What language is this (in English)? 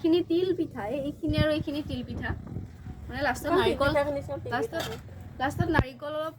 Assamese